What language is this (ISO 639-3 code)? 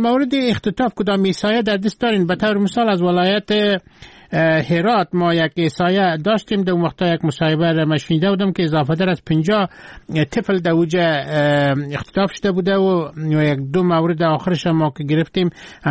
fas